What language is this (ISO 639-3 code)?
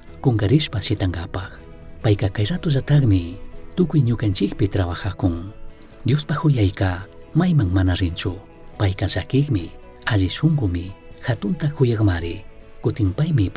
qug